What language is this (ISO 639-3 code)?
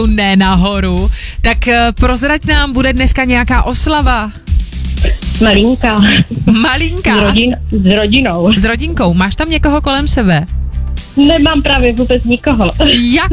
ces